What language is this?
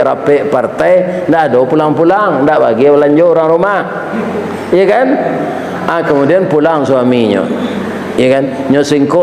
Minangkabau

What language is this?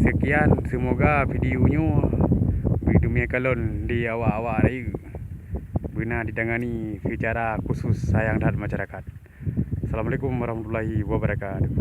Achinese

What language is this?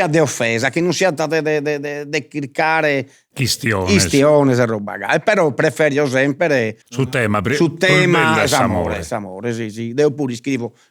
Sardinian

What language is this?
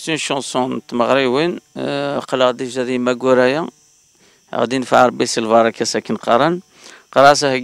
Kabyle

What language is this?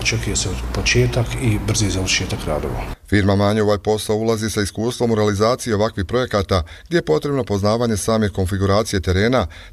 Bosnian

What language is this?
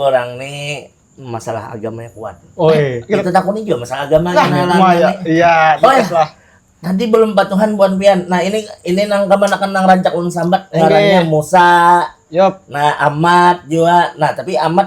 Banjar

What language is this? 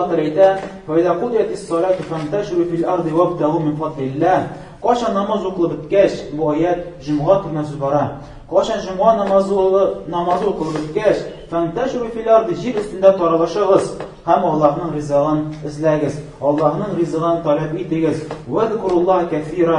Tatar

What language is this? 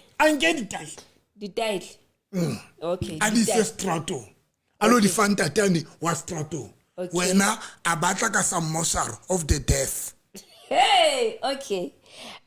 Southern Sotho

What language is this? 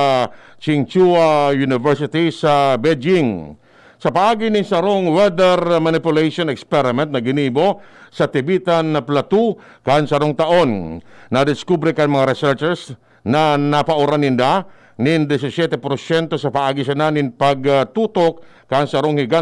Bikol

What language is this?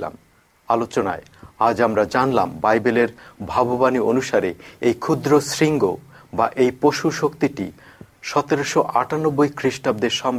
Bangla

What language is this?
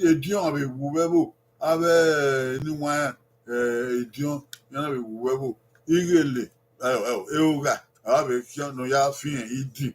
Bini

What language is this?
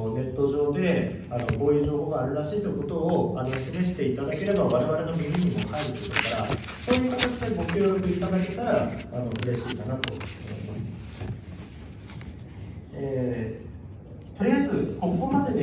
Japanese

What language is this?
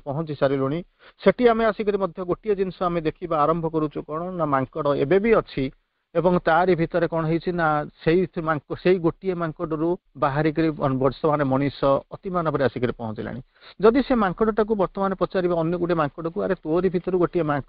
Odia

